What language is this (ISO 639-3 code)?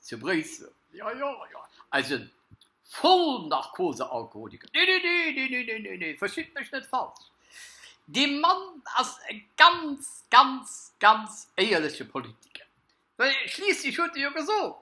ltz